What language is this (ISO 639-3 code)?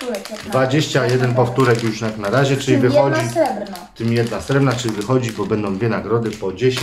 pol